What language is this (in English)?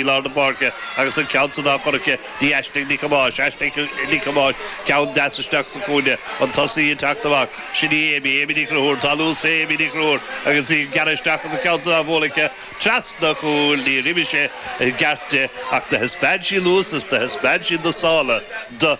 Irish